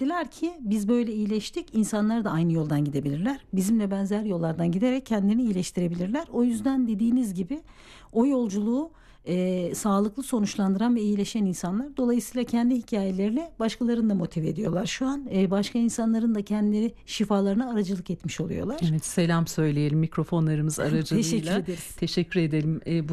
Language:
Turkish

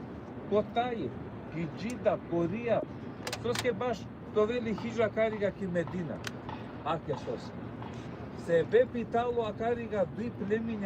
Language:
Balkan Romani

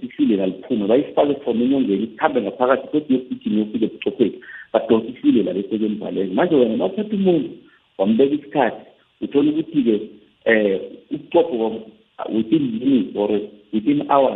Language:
South Ndebele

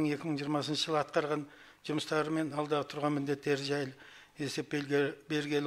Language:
Kazakh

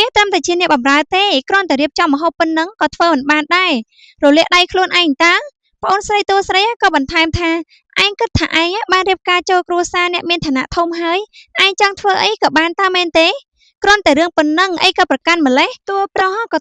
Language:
Khmer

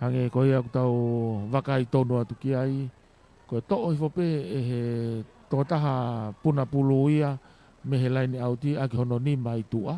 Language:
Tongan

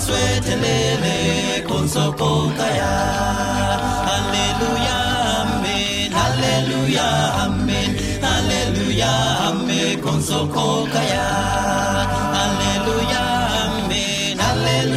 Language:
Estonian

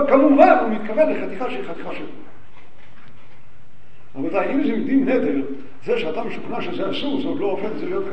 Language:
Hebrew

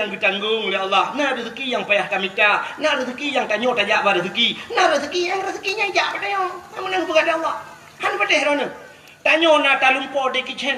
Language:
Achinese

